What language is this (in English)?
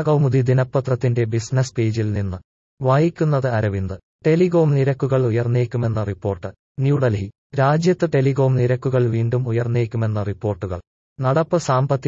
Malayalam